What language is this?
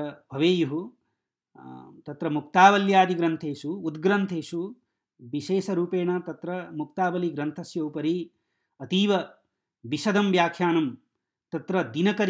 Sanskrit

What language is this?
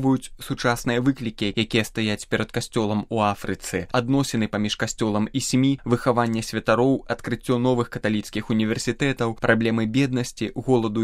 Belarusian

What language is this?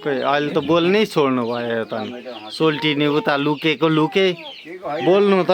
Nepali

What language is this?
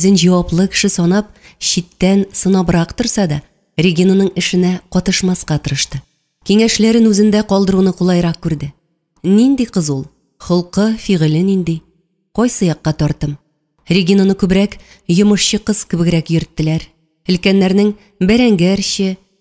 Tatar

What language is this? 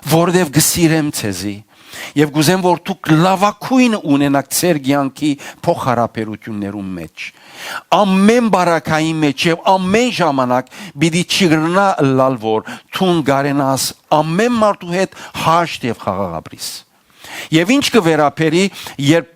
Western Armenian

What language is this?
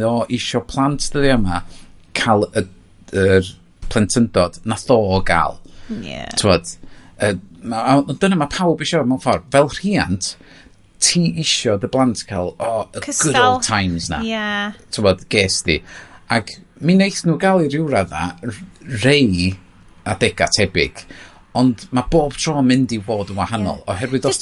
Welsh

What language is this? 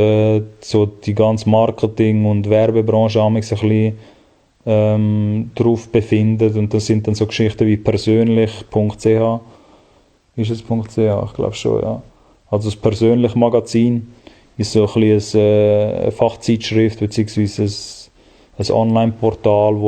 Swiss German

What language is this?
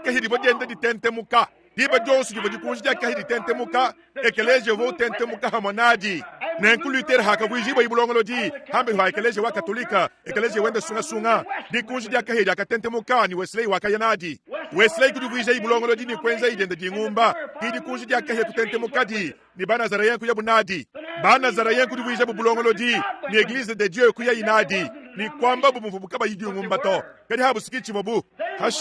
Luba-Lulua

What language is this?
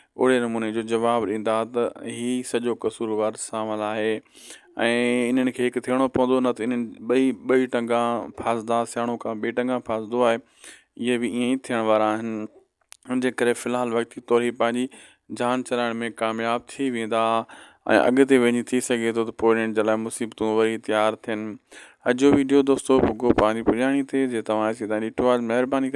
Sindhi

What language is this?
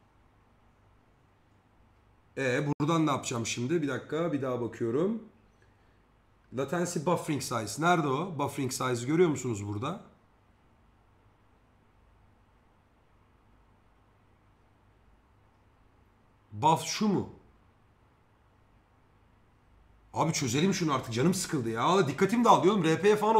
Turkish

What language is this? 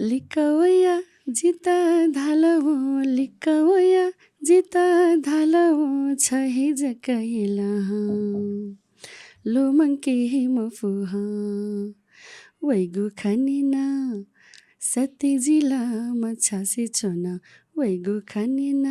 Newari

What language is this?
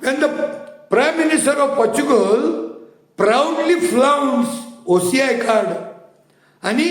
Konkani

